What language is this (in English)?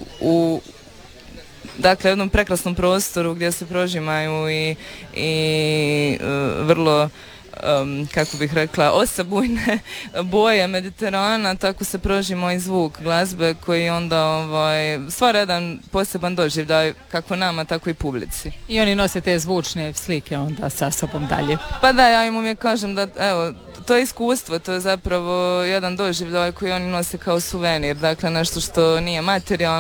Croatian